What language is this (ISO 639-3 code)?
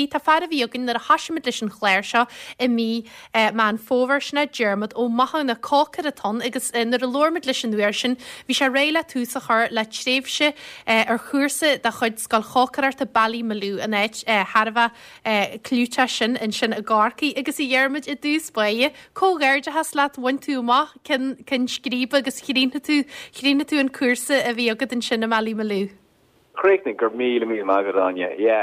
gle